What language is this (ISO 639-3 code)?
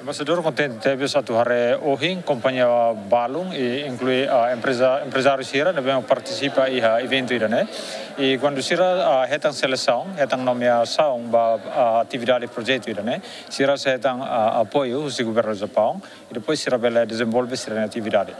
tet